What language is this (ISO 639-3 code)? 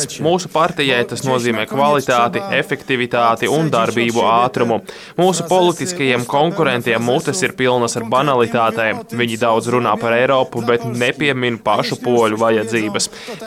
lav